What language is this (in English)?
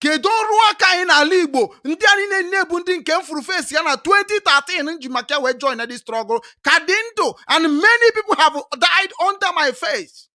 Igbo